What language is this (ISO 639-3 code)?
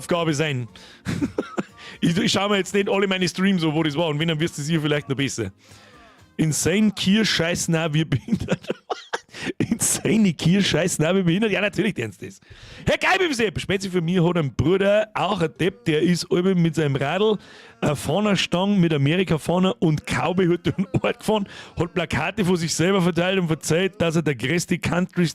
bar